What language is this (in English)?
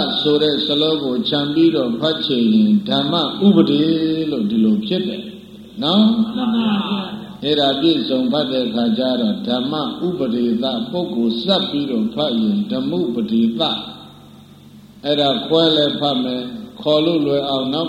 Burmese